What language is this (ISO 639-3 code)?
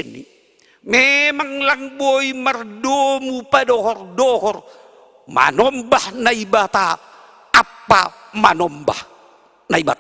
bts